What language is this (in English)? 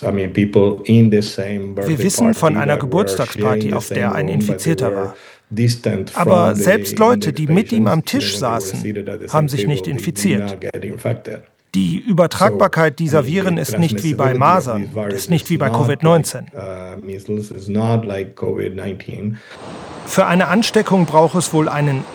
German